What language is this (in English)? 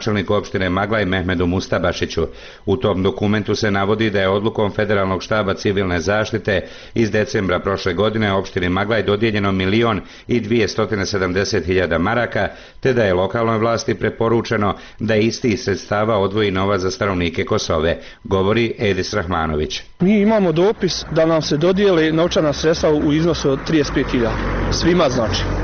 Bosnian